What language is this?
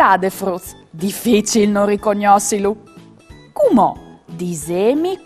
Friulian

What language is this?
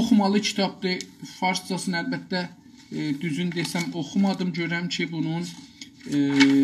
South Azerbaijani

